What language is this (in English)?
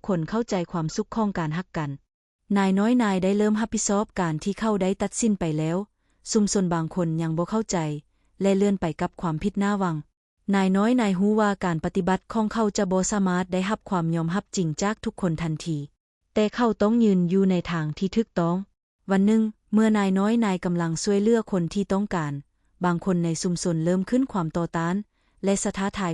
Lao